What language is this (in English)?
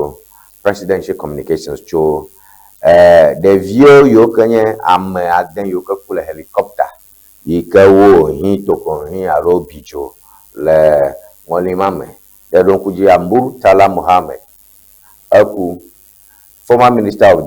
Ewe